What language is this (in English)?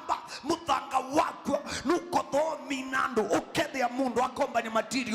Kamba